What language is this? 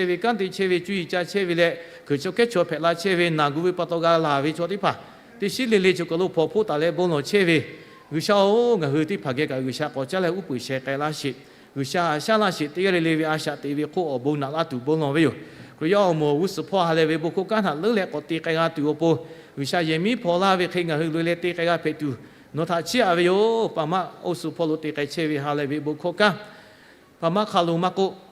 Lahu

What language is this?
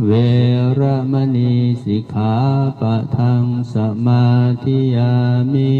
Pali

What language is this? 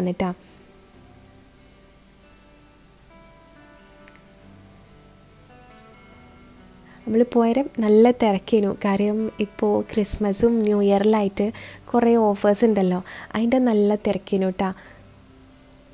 Malayalam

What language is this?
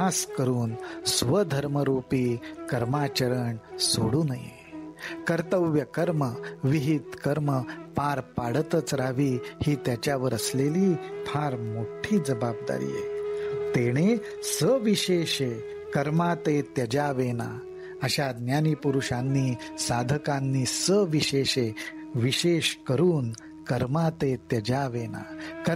Marathi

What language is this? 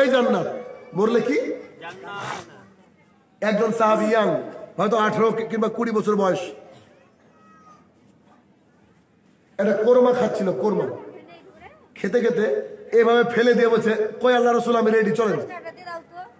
Bangla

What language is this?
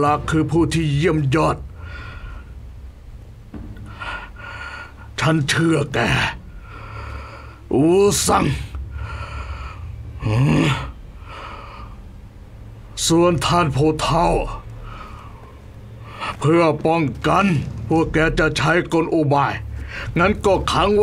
Thai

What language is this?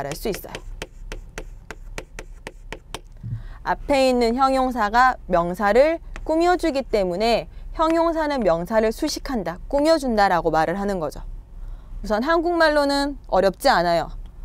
Korean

